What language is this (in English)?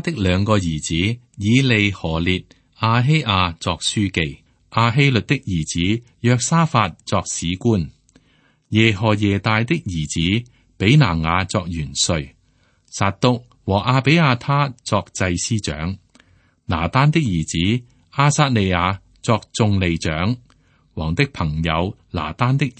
Cantonese